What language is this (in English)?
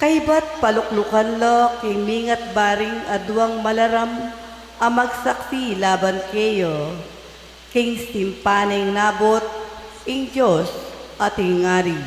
Pampanga